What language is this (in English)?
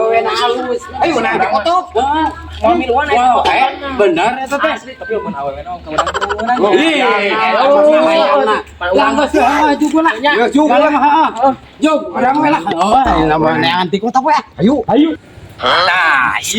Sundanese